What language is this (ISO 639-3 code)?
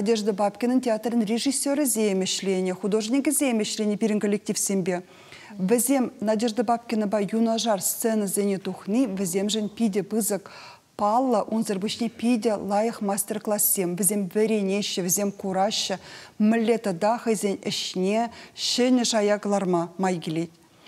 chv